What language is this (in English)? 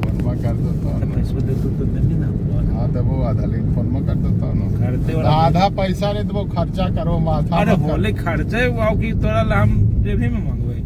Magahi